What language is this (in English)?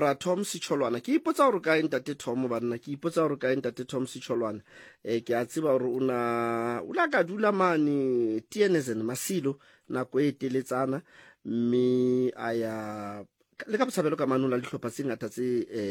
Tswana